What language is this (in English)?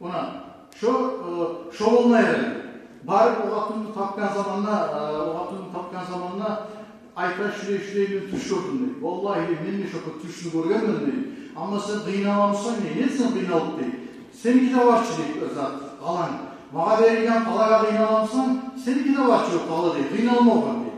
Kumyk